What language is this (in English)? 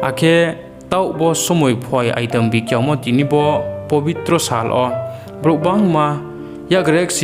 Riang (India)